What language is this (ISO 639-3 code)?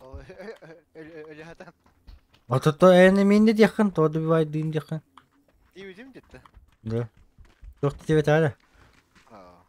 sah